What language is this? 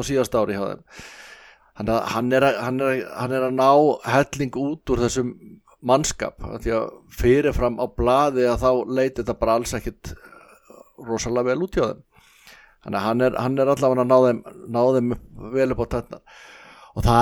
Icelandic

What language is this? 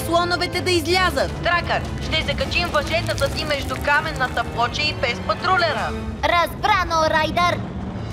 Bulgarian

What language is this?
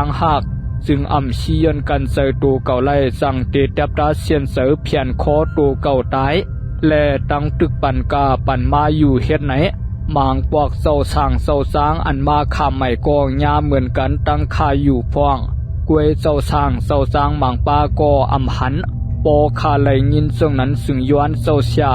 Shan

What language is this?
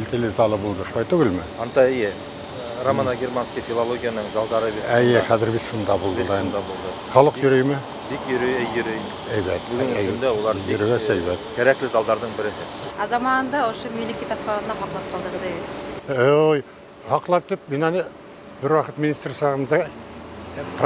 Bashkir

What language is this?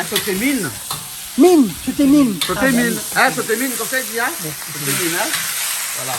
Réunion Creole French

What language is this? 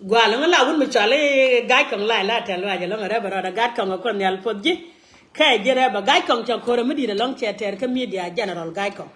Nuer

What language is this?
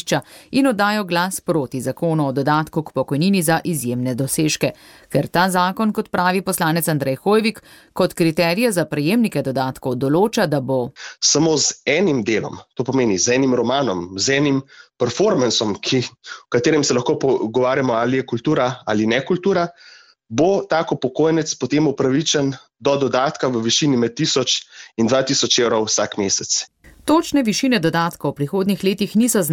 Slovenian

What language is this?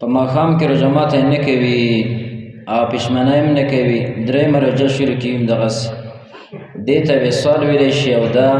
Pashto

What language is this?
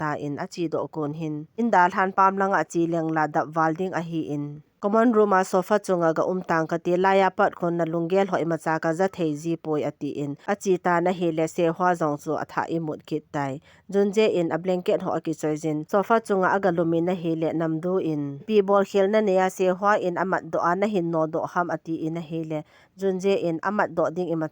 Thado Chin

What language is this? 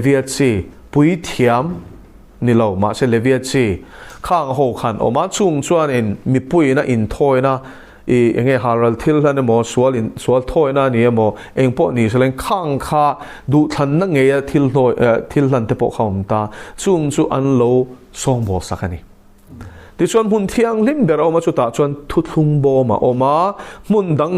Mizo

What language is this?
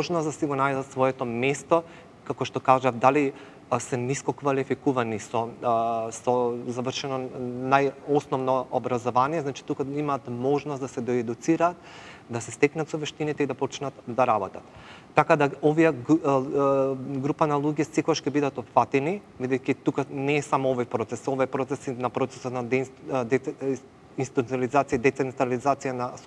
Macedonian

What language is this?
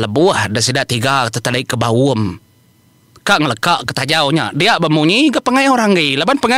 Iban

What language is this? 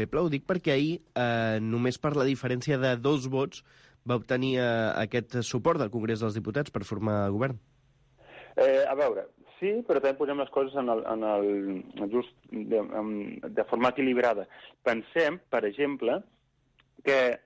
Catalan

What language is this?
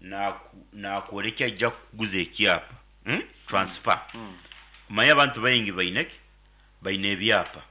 Nyankole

